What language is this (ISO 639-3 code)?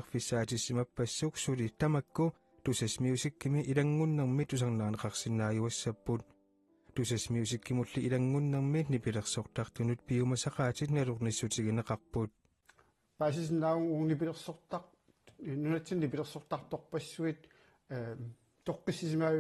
kal